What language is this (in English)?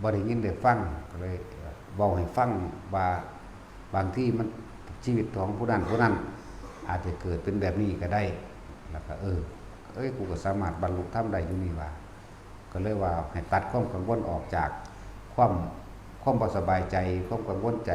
Northeastern Thai